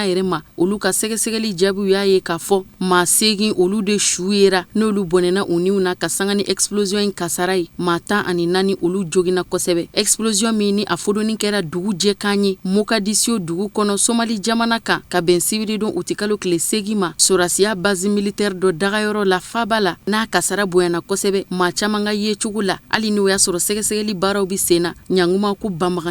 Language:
Bambara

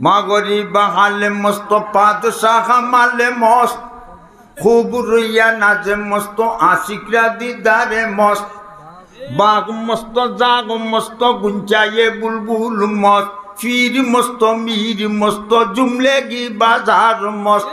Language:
Sylheti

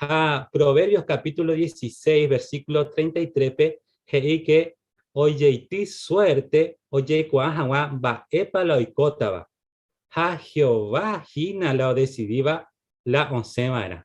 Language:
Guarani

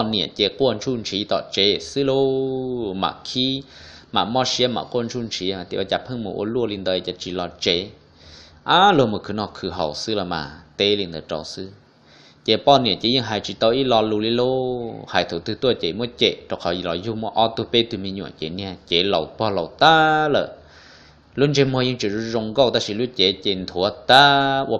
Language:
Hmong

